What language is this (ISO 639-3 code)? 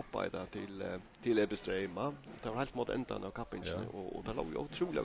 fao